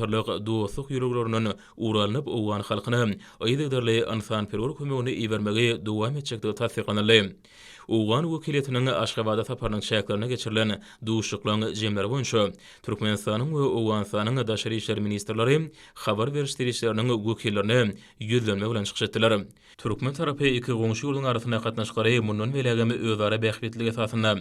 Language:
Turkmen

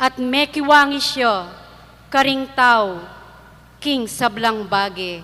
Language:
Pampanga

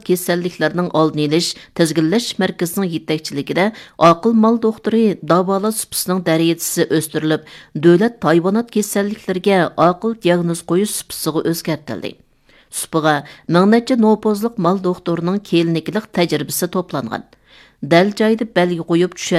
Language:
Uyghur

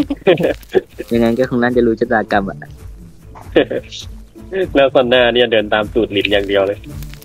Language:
Thai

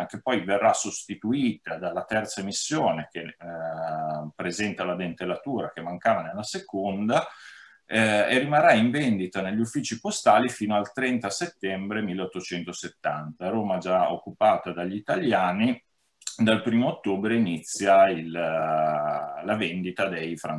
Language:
Italian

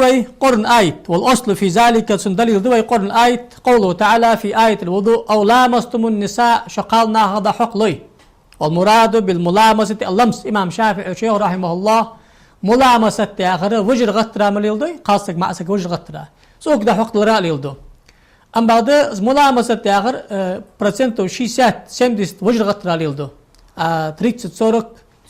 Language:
Ingush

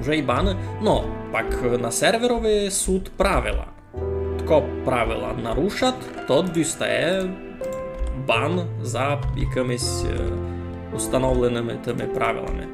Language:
Rusyn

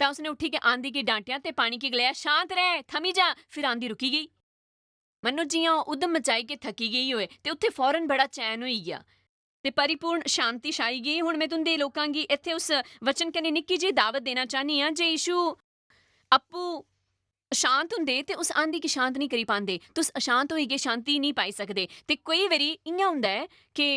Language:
Dogri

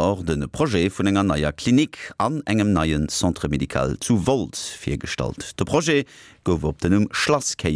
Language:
Luxembourgish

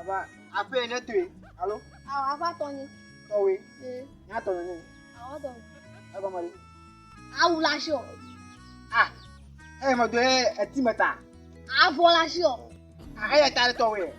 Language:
Ewe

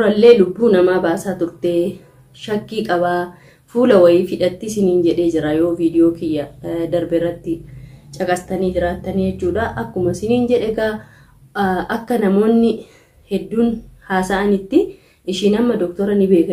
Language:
Oromo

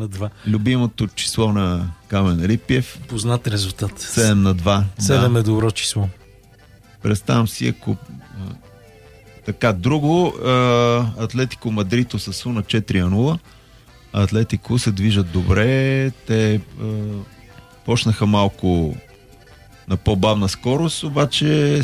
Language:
Bulgarian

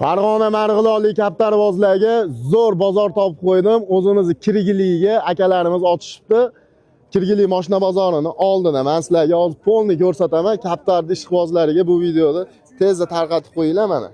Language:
Uzbek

